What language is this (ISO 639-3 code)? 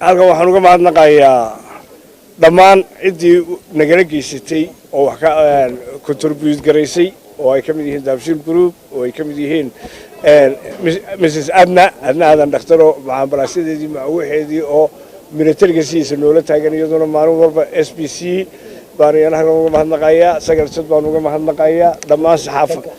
som